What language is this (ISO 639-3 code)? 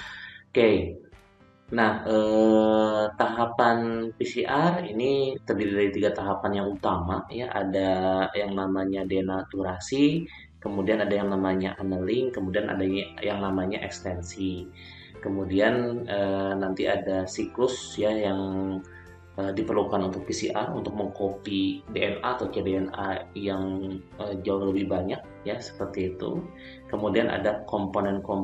ind